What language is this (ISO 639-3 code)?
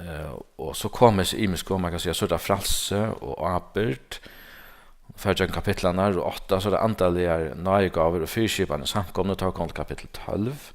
fao